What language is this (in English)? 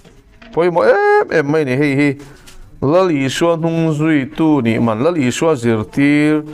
Mizo